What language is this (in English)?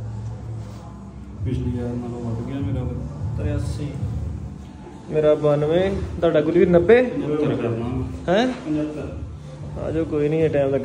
Punjabi